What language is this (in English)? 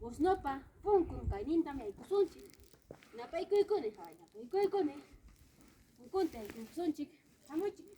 Ayacucho Quechua